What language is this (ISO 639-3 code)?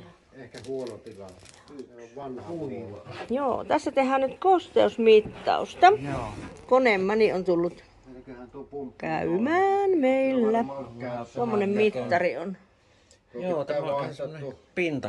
fin